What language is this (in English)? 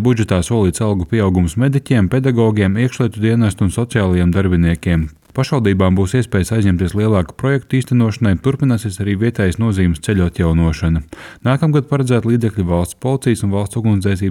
Latvian